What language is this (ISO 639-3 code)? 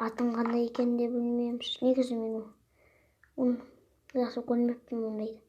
kaz